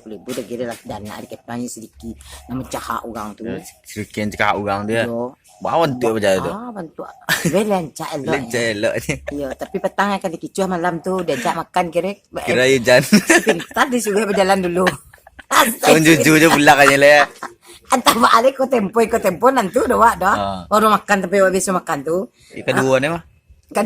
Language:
Minangkabau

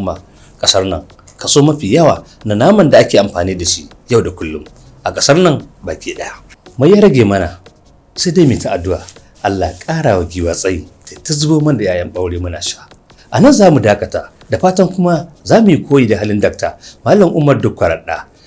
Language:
Hausa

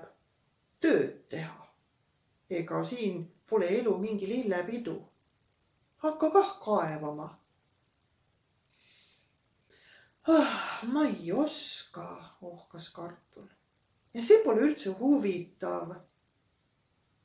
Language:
Estonian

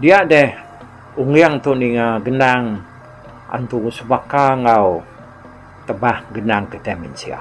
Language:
Iban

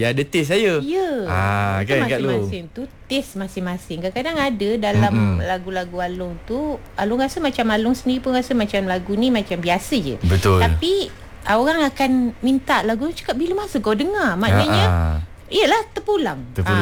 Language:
Malay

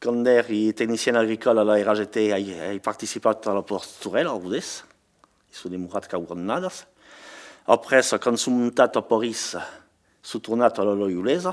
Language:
Occitan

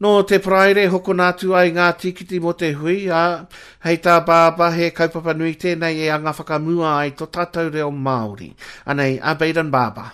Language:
Māori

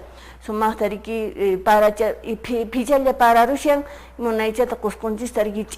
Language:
Quechua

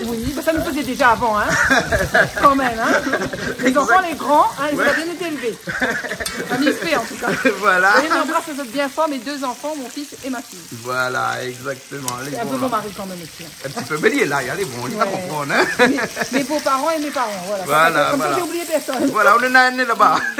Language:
Réunion Creole French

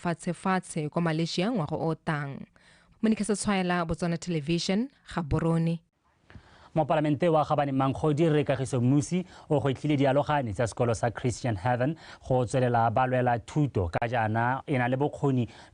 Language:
Tswana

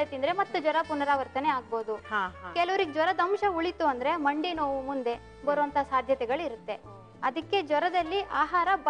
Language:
Kannada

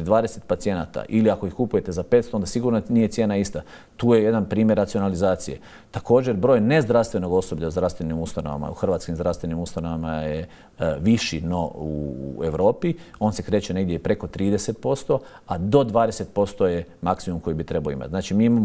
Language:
Croatian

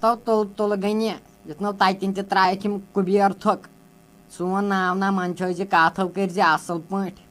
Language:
Kashmiri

